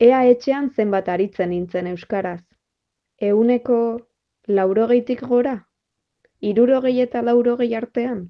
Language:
Basque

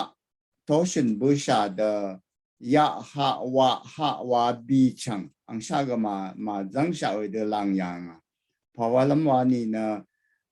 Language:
Rawang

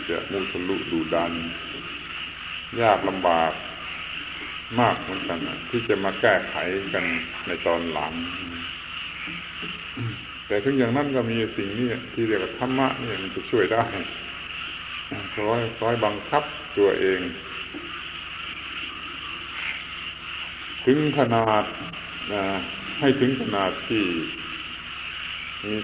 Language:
Thai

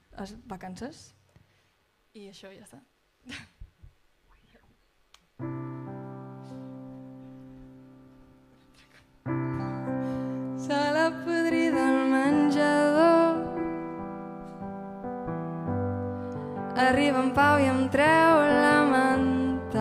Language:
Catalan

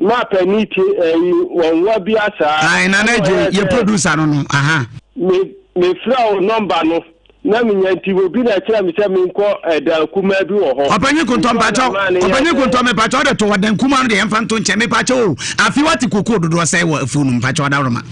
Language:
Akan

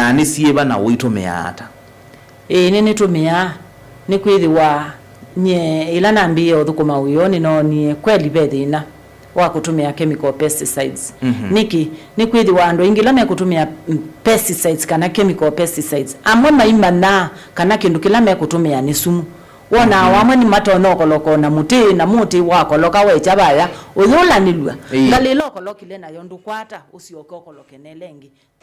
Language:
Kamba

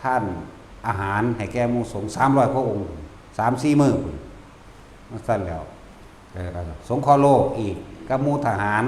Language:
Northeastern Thai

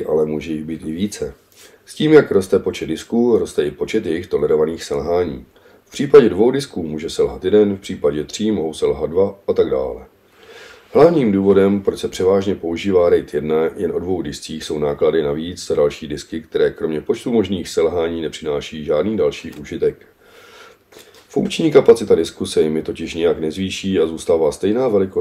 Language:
Czech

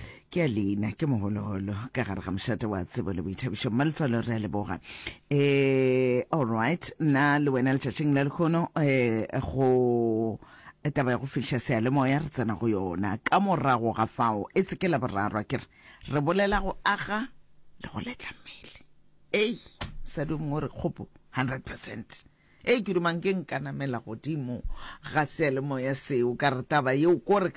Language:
Northern Sotho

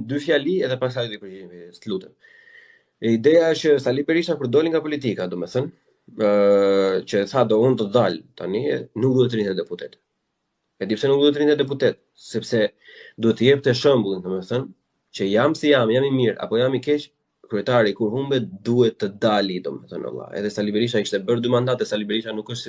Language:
Albanian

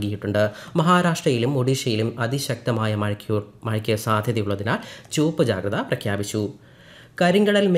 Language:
Malayalam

